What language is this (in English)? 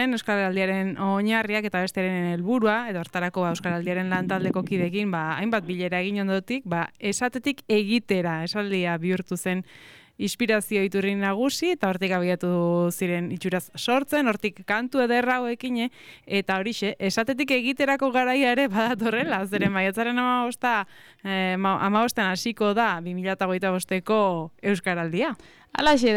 Basque